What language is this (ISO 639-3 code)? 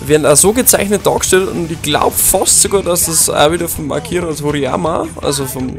bar